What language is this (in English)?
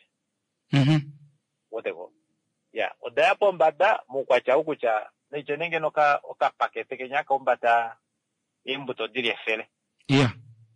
Kuanyama